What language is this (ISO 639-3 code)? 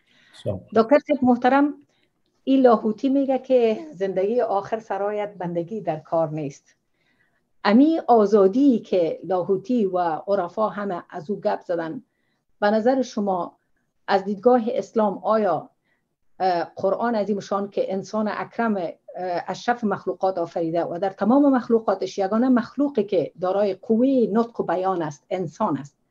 fas